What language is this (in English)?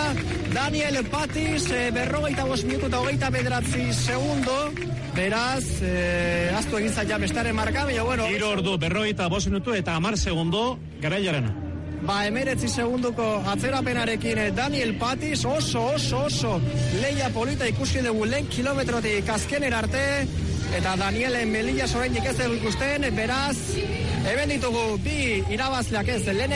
Basque